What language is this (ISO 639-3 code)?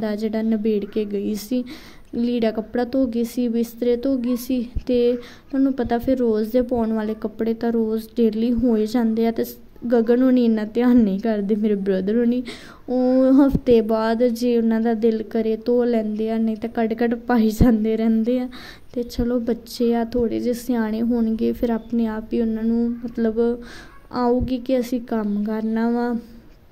pan